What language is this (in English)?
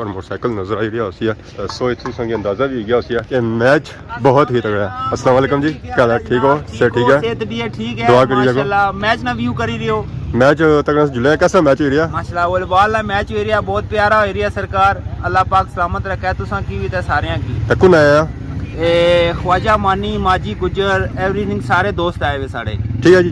Pahari-Potwari